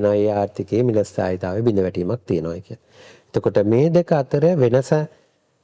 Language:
Sinhala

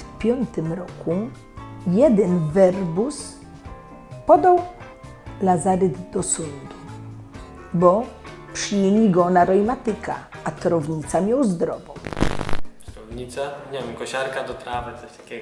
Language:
Silesian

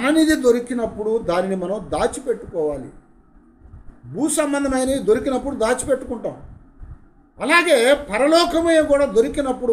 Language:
Telugu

